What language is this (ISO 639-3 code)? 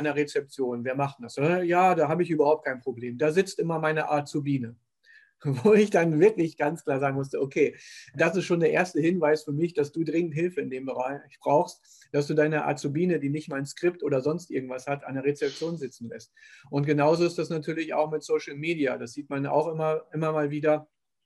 deu